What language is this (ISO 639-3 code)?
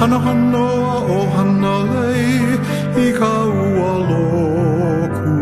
haw